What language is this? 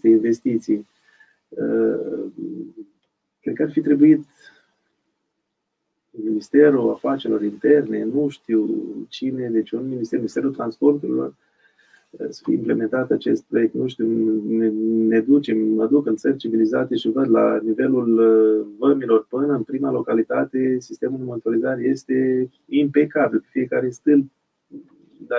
Romanian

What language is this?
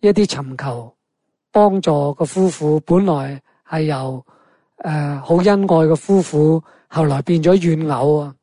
Cantonese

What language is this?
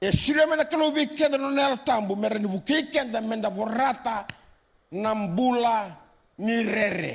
Fijian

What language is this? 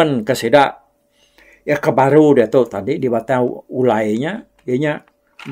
Iban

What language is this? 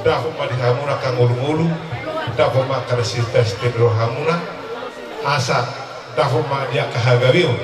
Batak Toba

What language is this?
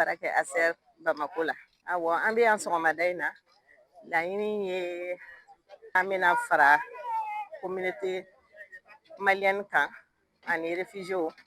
Bambara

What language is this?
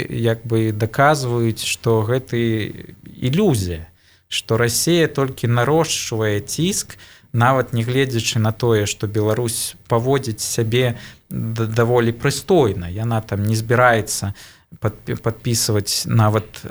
Belarusian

